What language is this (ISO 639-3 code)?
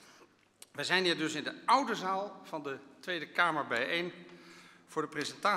nld